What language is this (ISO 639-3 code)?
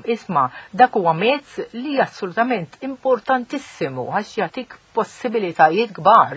mlt